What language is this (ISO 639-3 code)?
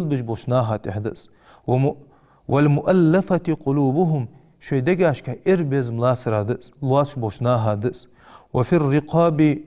inh